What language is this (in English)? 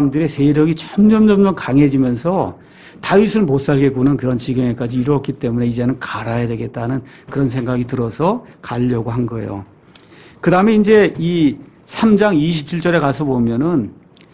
Korean